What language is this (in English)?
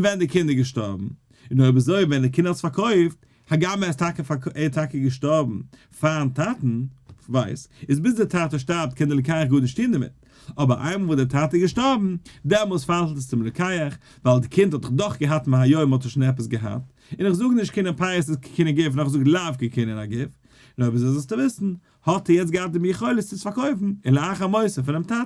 Yiddish